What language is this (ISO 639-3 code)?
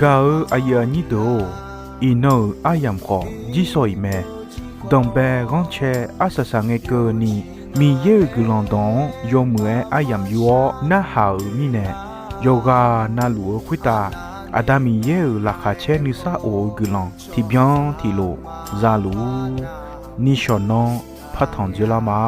ahk